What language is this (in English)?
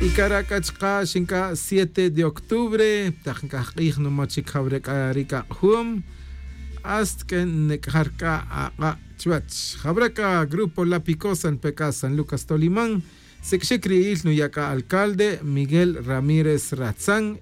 Tz'utujil